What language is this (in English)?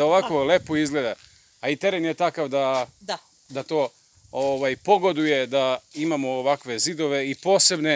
Serbian